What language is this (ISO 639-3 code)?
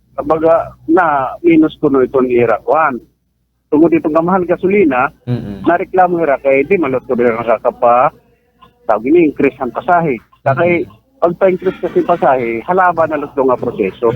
war